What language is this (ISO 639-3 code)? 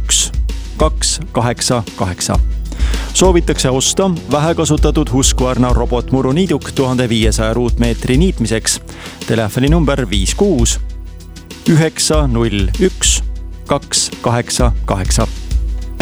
est